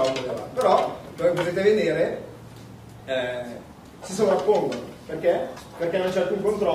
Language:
Italian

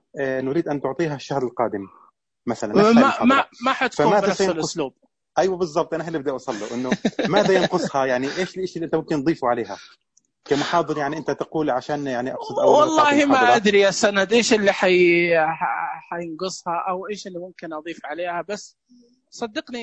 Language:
Najdi Arabic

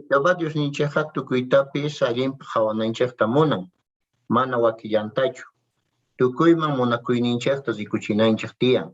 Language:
Quechua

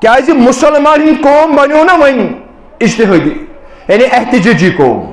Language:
Kashmiri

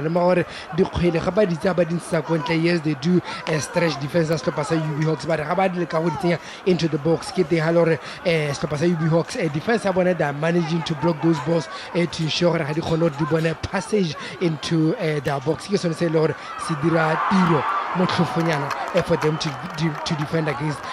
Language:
Tswana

